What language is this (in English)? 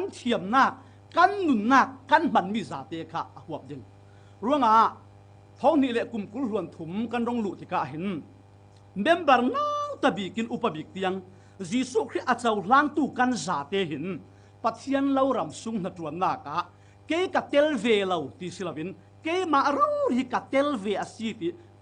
Falam Chin